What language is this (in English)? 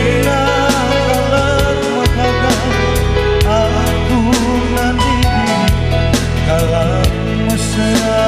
Batak Karo